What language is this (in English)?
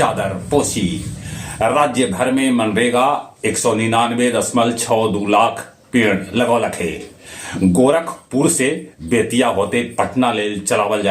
Magahi